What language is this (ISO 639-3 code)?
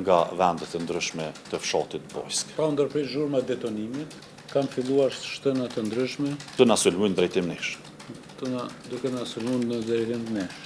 sqi